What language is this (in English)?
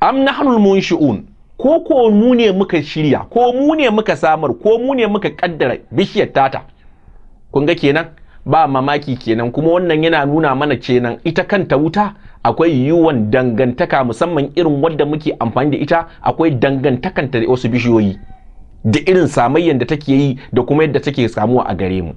Hausa